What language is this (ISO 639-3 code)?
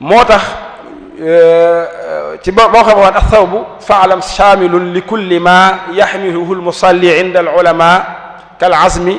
wol